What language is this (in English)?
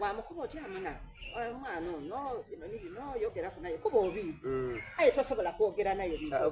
Soga